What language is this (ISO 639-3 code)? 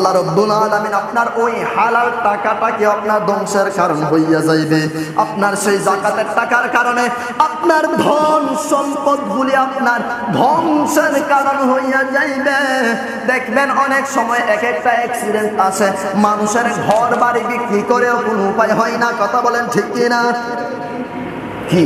ben